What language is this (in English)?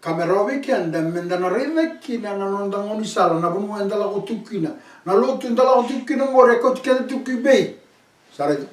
Fijian